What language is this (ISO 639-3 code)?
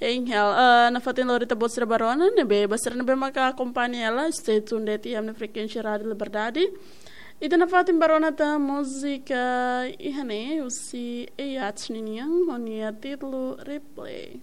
tet